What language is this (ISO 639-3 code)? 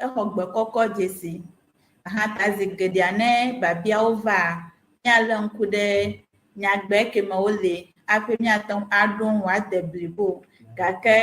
ewe